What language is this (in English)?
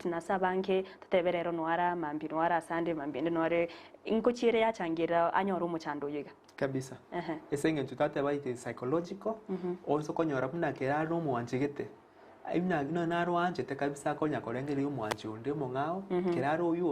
Gusii